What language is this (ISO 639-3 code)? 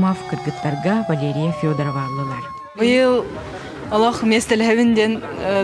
sah